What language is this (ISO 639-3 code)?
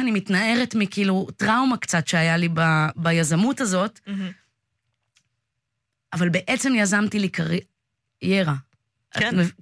heb